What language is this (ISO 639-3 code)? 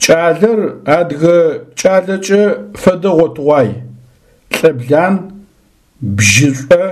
ady